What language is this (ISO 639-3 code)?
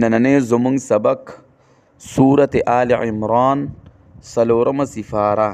pus